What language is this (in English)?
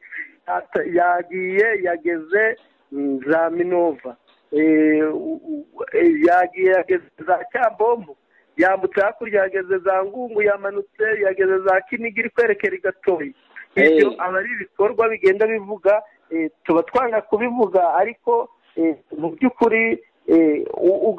Kinyarwanda